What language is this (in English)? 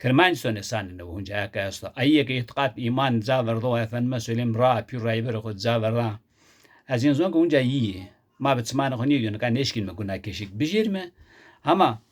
Zaza